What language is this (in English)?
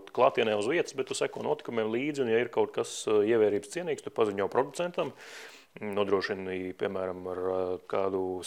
Latvian